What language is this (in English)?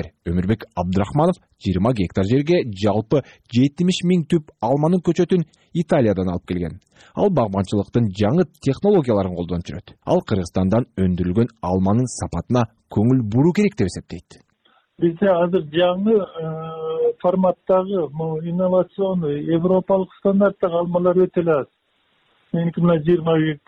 Kyrgyz